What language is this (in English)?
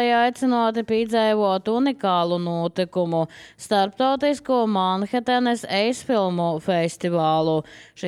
Latvian